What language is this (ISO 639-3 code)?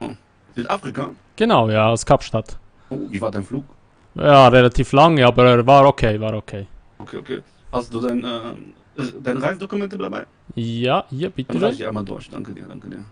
gsw